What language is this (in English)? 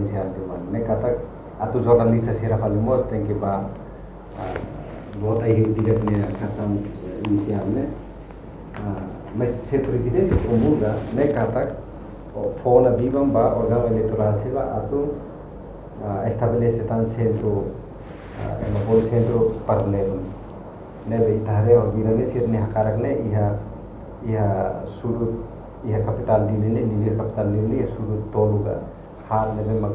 Tetum